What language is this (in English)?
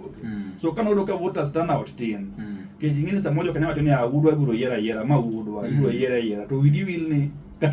Luo (Kenya and Tanzania)